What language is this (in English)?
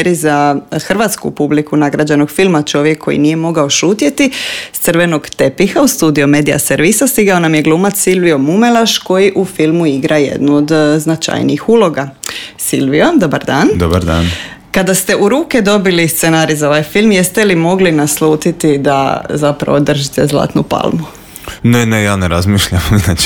Croatian